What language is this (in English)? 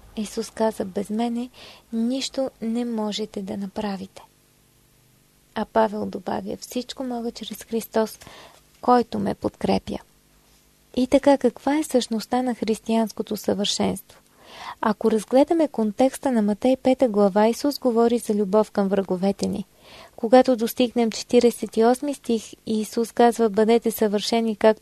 Bulgarian